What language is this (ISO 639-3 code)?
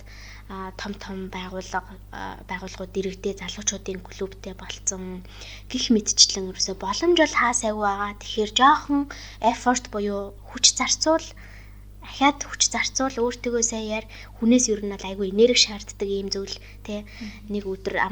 mon